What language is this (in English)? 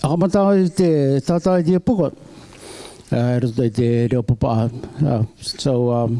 Rarotongan